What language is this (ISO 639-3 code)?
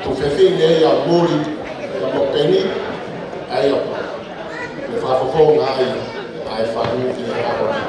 ton